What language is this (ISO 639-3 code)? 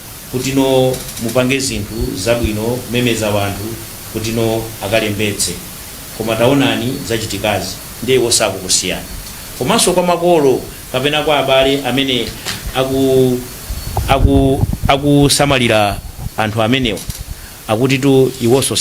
nya